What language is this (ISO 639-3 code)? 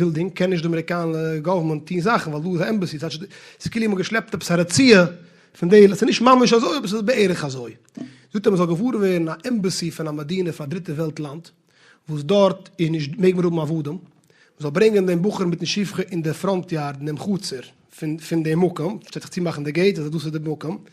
yid